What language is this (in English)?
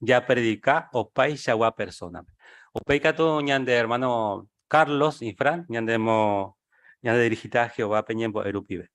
Guarani